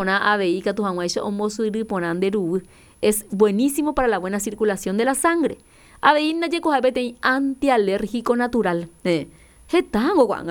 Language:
Guarani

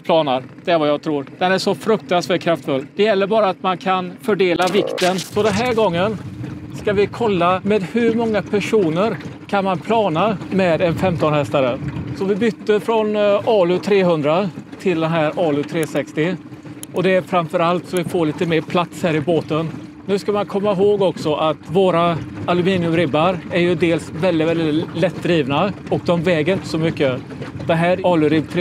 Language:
Swedish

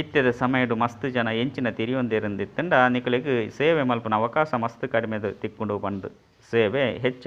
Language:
Tulu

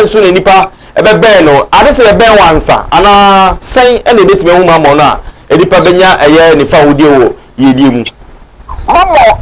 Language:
Akan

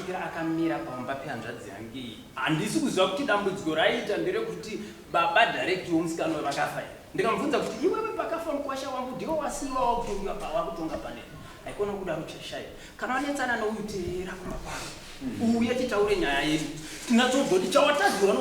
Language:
Shona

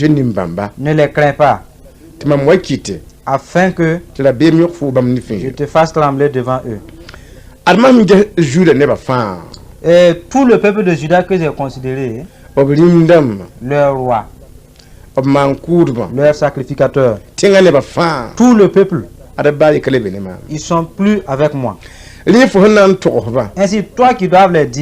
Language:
Mossi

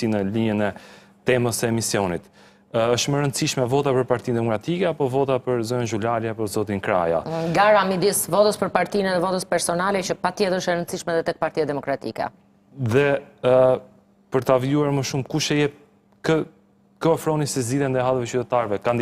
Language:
Albanian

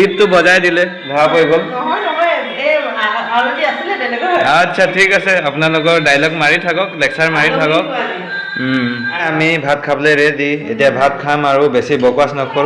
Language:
Assamese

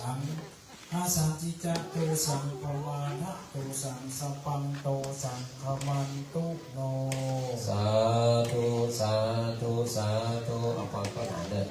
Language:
Pali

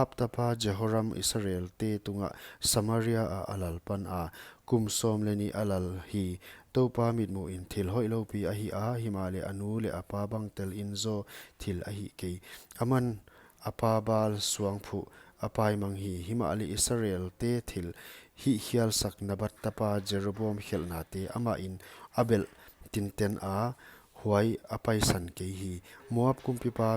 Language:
Paite Chin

